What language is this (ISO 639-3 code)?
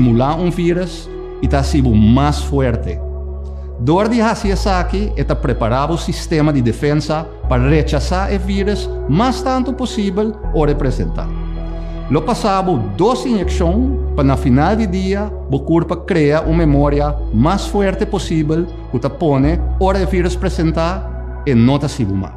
pap